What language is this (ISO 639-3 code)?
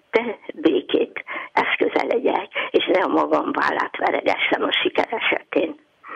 hun